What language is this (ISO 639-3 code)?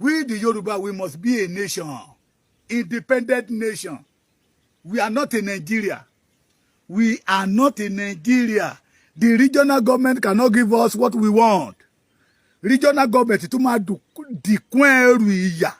yor